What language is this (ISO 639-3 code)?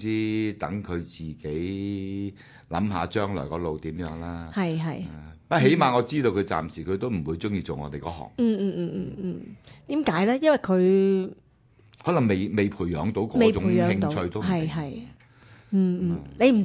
yue